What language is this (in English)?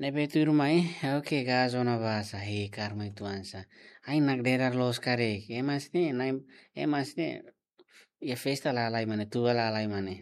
Tetum